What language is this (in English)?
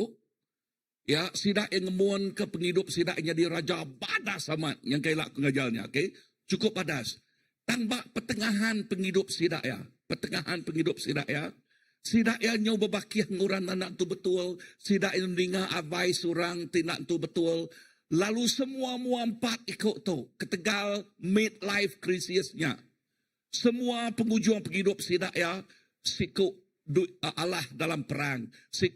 Iban